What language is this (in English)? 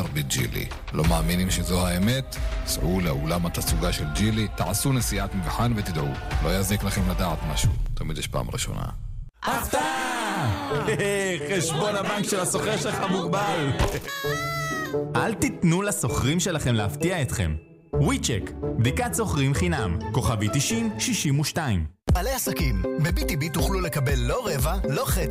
Hebrew